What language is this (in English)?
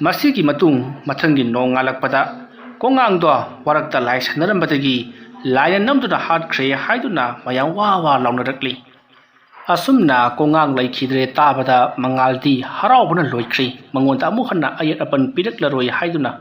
Manipuri